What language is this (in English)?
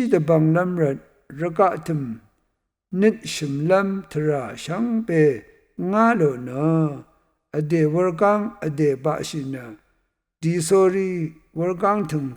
Rawang